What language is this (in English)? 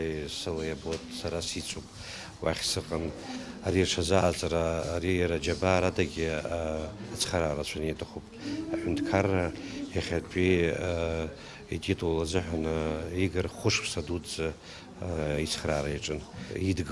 Abkhazian